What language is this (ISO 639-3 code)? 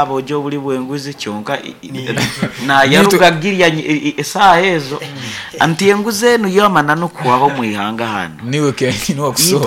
nyn